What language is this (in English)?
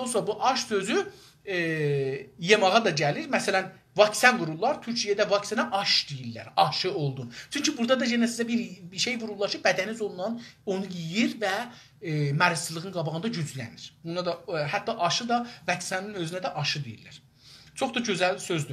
South Azerbaijani